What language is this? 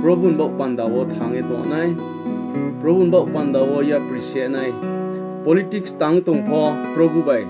Riang (India)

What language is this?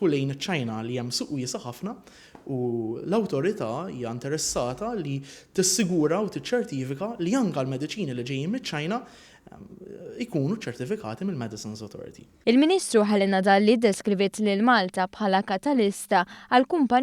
Maltese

